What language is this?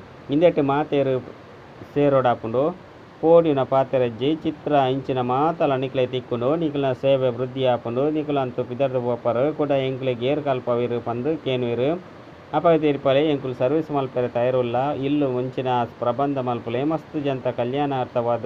Tulu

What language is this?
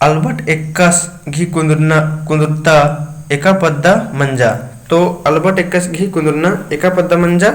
Kurukh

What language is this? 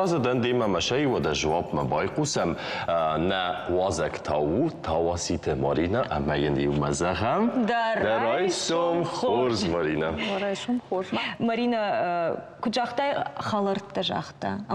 Ossetic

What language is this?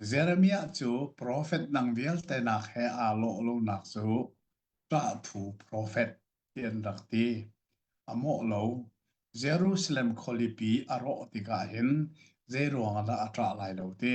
Hakha Chin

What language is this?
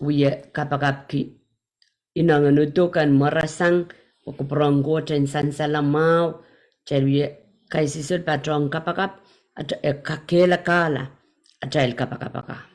Pohnpeian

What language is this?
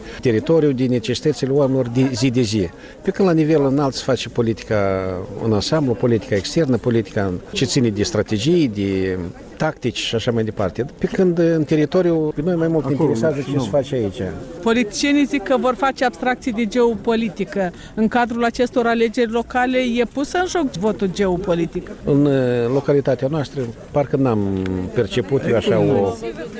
Romanian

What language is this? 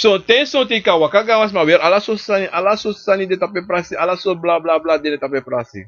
Sranan Tongo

